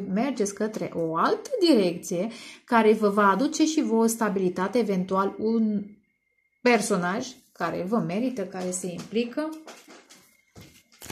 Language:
Romanian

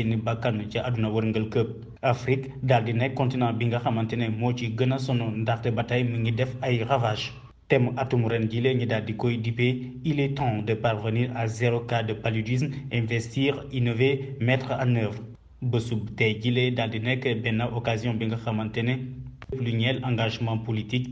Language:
Wolof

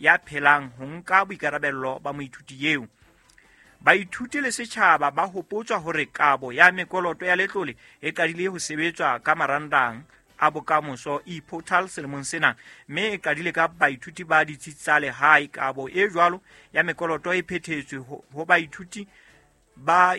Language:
Southern Sotho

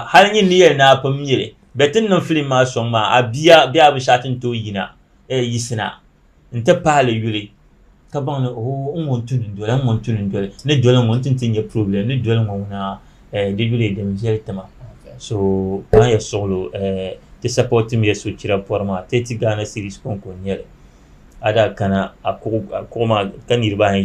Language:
Dagbani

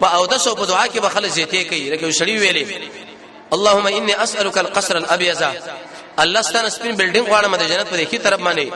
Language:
Pashto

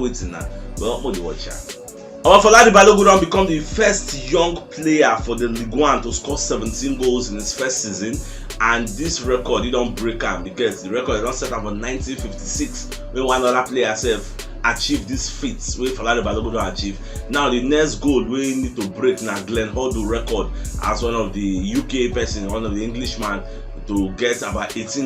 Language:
Nigerian Pidgin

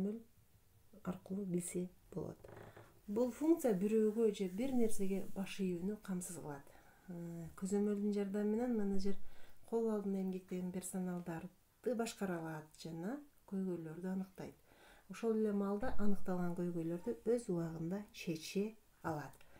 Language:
Kyrgyz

